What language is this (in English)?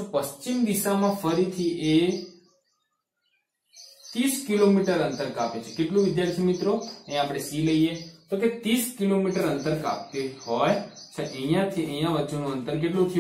Gujarati